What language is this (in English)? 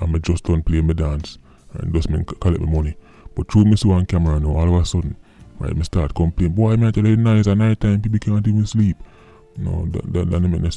Jamaican Creole English